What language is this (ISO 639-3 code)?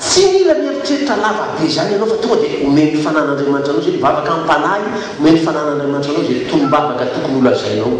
mlg